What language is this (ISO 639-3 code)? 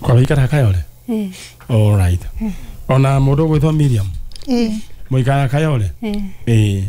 kik